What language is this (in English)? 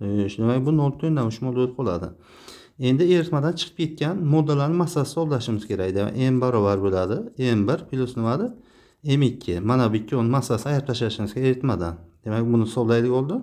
Uzbek